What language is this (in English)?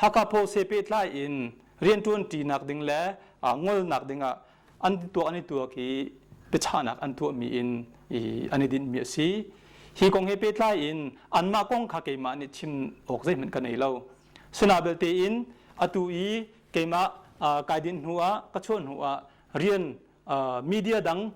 Hakha Chin